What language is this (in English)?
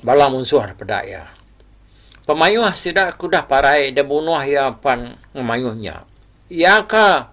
Iban